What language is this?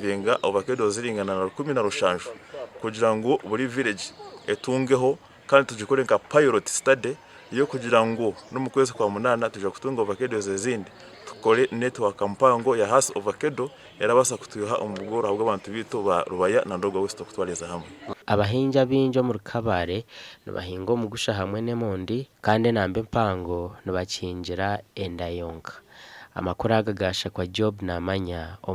Nyankole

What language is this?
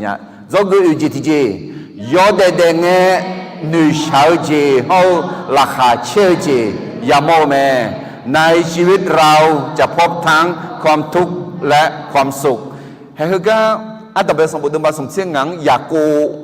Akha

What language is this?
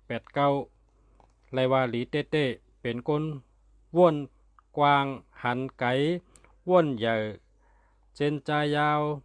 Shan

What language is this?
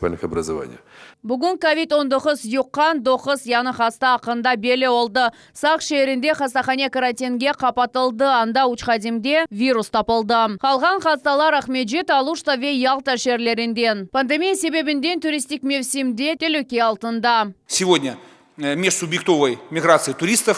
Crimean Tatar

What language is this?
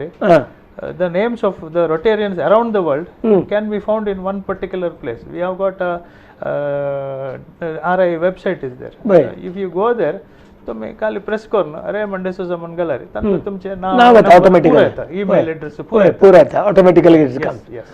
Konkani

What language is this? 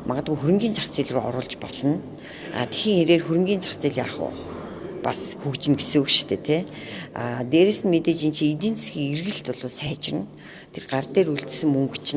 Mongolian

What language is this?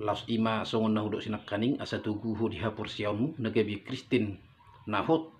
Batak Toba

